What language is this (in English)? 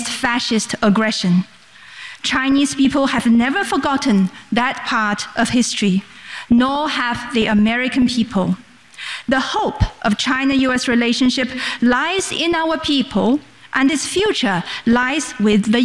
English